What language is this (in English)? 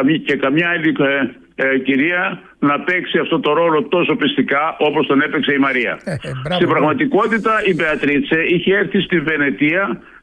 Greek